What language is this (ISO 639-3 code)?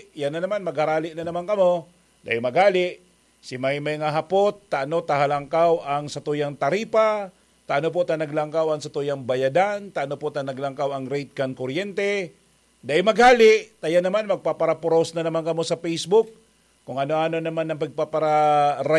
bik